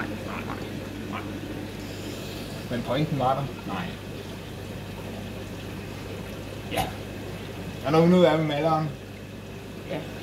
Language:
Danish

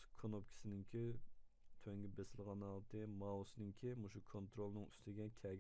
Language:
Uyghur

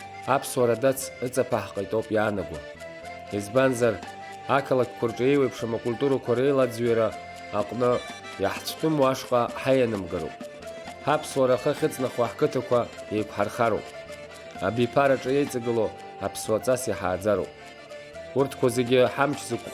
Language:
Abkhazian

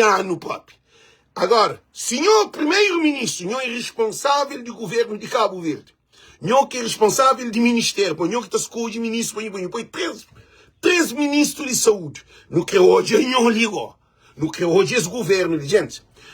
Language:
Kabuverdianu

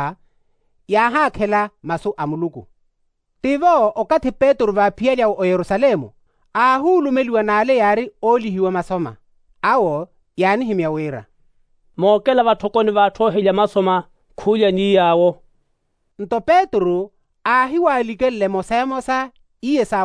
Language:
Makhuwa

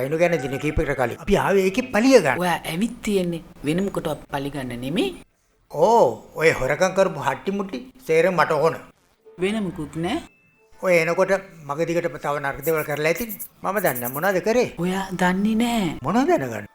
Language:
Sinhala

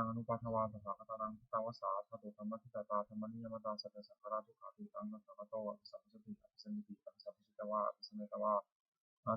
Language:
Pali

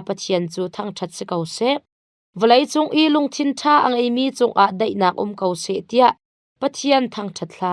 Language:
Hakha Chin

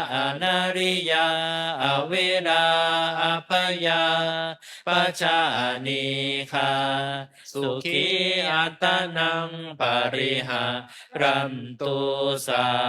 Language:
Pali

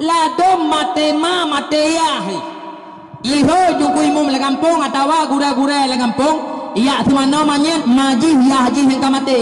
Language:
Achinese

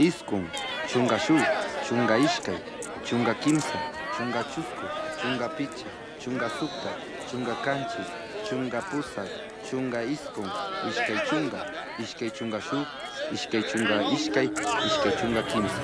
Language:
Chimborazo Highland Quichua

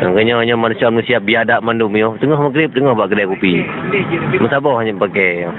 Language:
Achinese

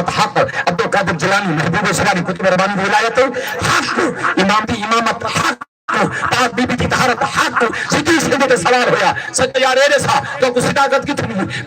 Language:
Saraiki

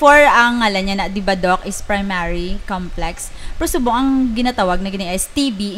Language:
Hiligaynon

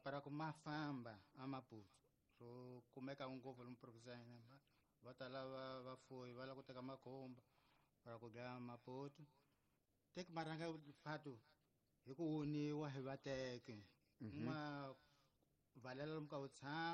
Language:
Tsonga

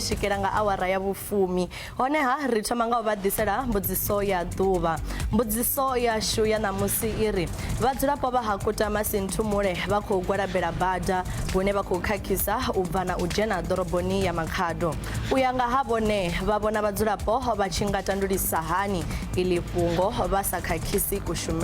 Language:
Venda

